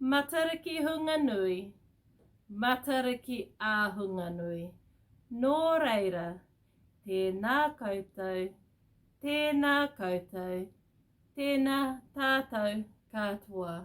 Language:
Māori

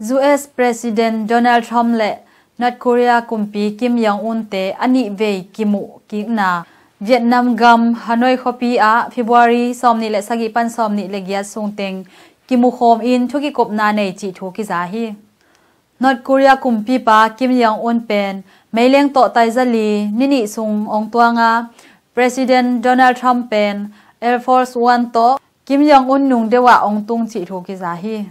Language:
Tedim Chin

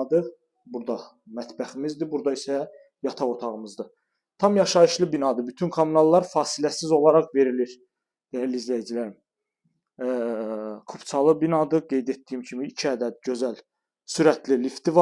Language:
Azerbaijani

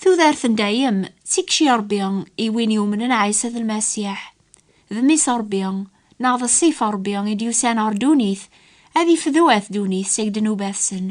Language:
Kabyle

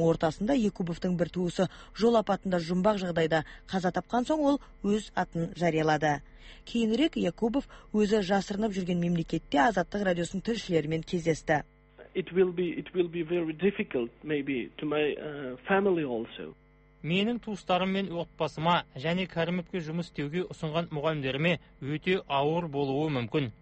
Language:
Kazakh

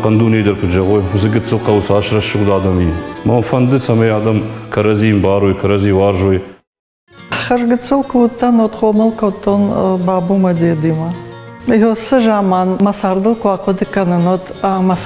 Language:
Ossetic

